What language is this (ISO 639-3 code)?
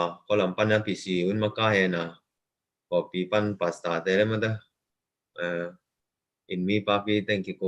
ctd